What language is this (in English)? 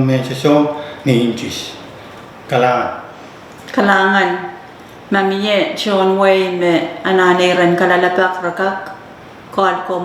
Pohnpeian